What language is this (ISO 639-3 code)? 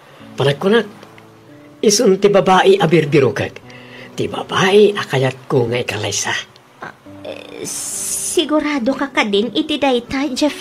ilo